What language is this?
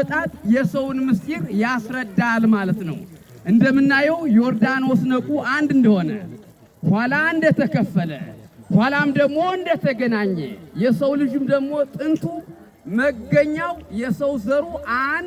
Amharic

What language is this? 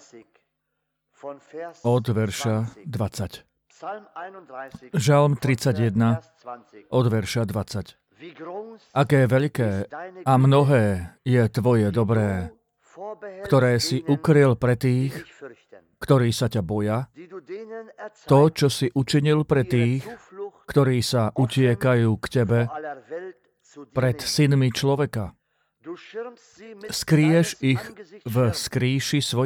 Slovak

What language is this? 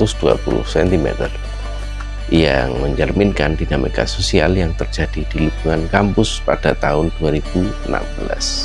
Indonesian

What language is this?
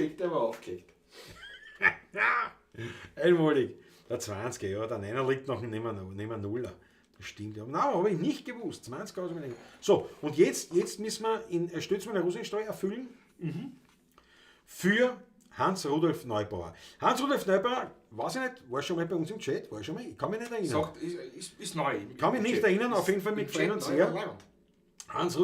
Bavarian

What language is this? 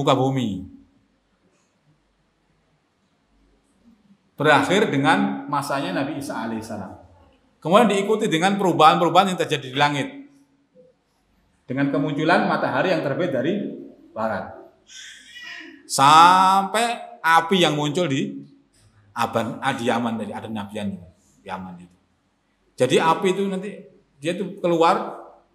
Indonesian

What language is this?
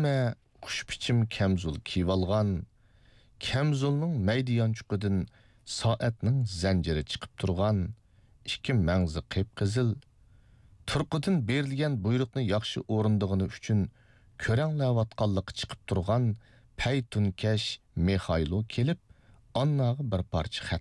Uyghur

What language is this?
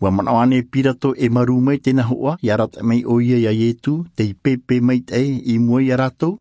Tahitian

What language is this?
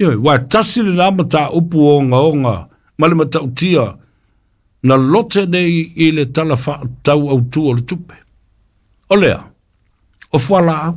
Samoan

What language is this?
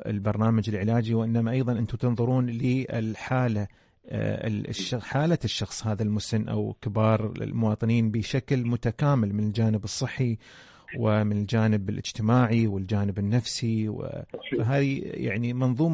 Arabic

